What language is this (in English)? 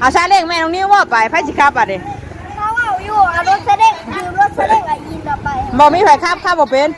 Northeastern Thai